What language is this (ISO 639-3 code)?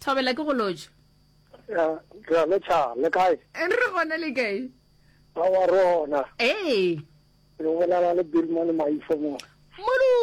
nso